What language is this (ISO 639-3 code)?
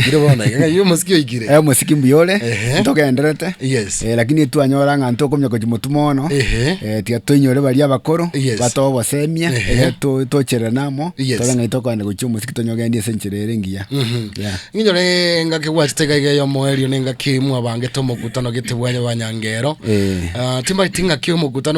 guz